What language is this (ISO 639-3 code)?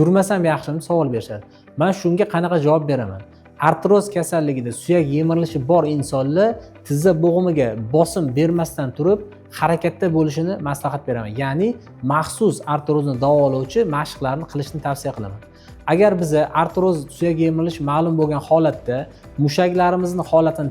uzb